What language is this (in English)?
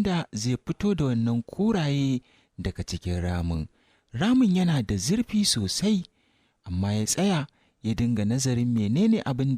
Hausa